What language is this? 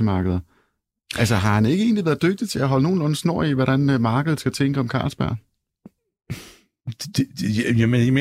Danish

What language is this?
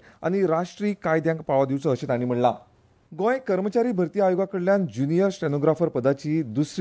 Konkani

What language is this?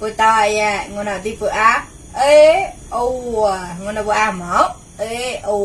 Mon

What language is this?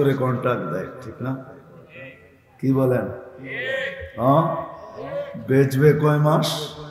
Bangla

